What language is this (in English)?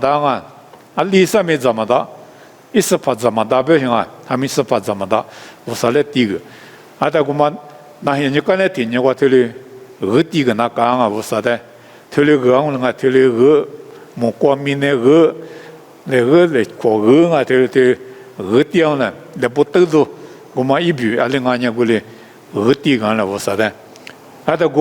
Lisu